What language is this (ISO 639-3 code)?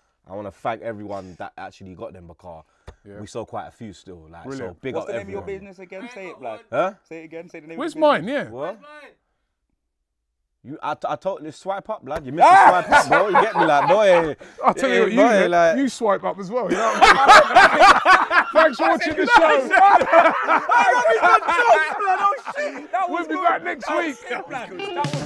eng